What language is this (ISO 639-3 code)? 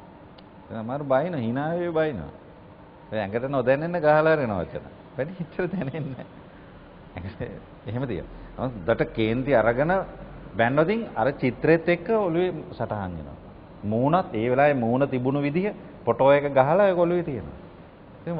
sin